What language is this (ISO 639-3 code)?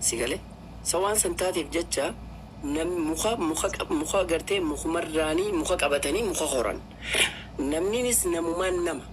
orm